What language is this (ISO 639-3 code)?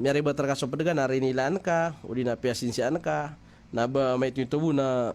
mrw